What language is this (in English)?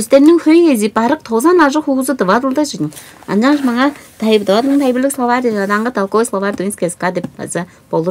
Tuvinian